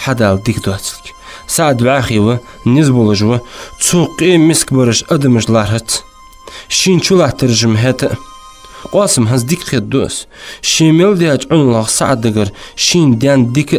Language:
Ingush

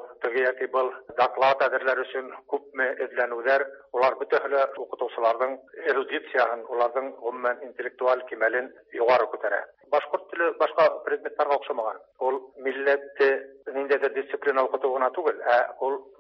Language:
Tatar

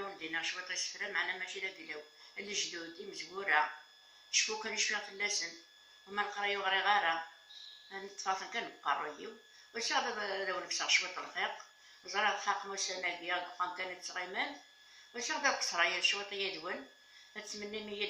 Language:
Kabyle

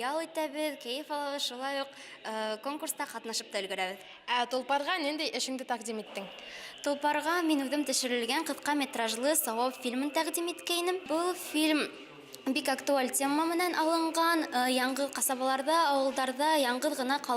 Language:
Bashkir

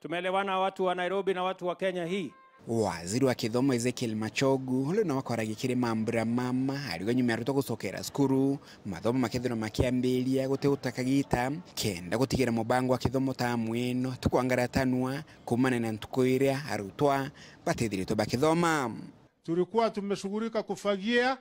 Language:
Meru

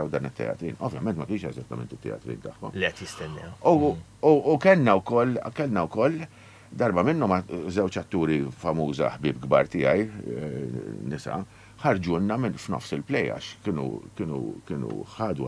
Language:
Maltese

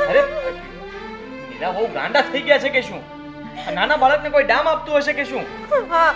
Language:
Gujarati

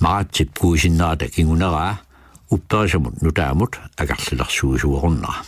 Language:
Kalaallisut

